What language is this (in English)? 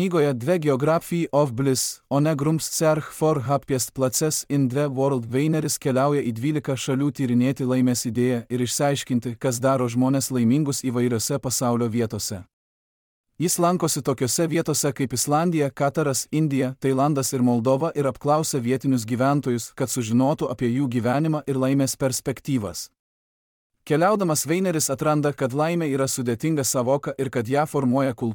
Lithuanian